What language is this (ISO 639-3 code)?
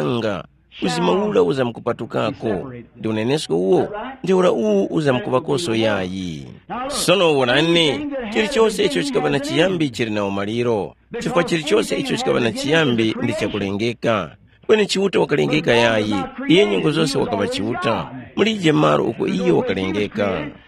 tum